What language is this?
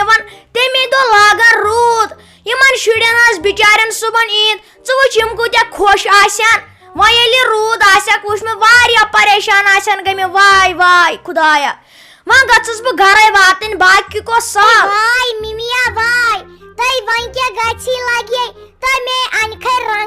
Kashmiri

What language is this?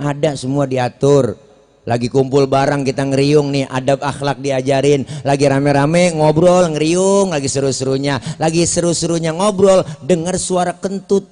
Betawi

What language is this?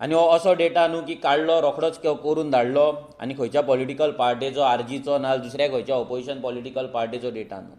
Konkani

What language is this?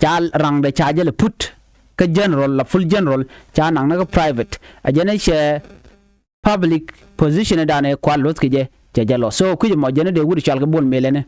Nuer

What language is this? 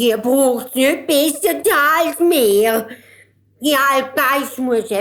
Swiss German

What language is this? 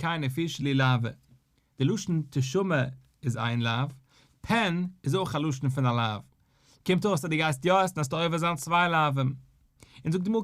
Yiddish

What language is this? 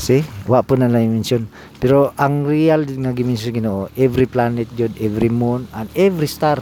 Cebuano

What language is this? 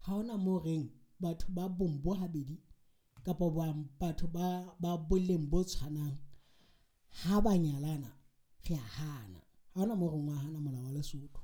Southern Sotho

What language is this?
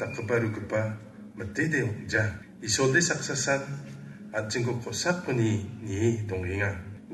Garo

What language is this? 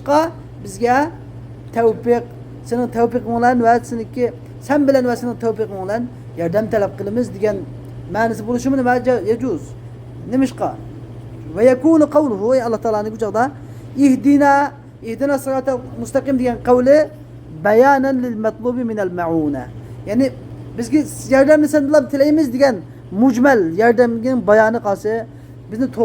Uyghur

